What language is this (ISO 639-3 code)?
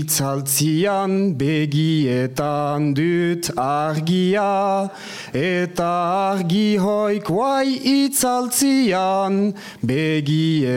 eus